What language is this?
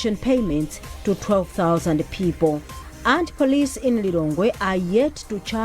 English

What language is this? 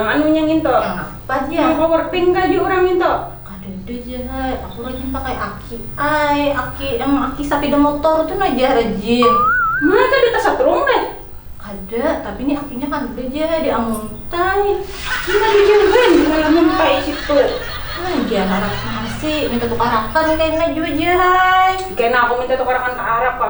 Banjar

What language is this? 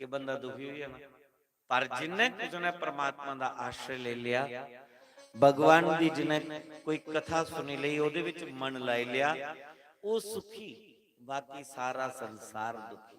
Dogri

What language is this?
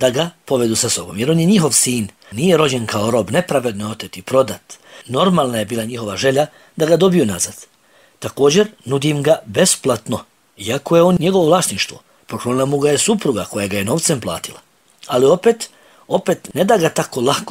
Bosnian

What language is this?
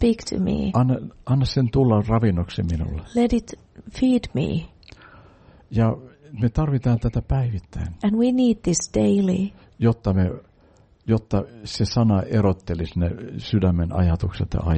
Finnish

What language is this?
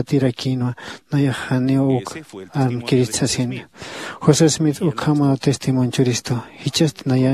Aymara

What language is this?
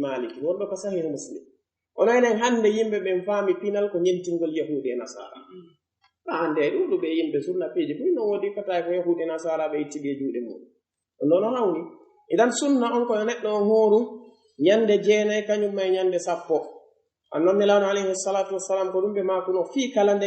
Pular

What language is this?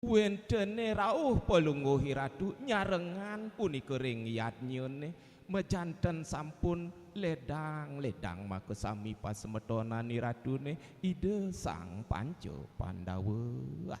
Balinese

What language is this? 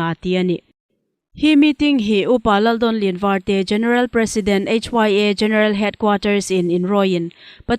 Hmar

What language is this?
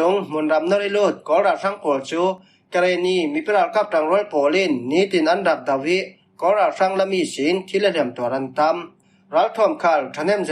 Falam Chin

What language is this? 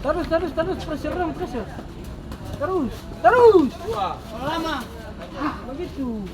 Ambonese Malay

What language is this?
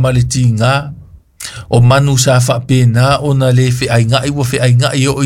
Samoan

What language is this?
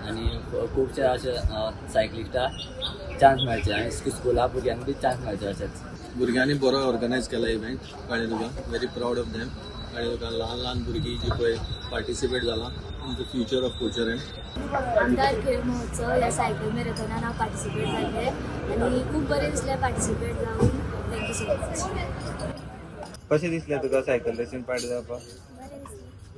Konkani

